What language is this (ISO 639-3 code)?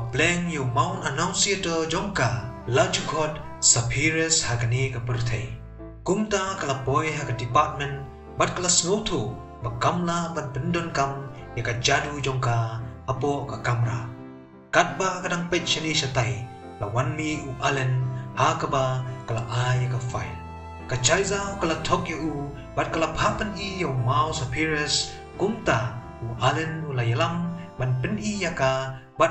kha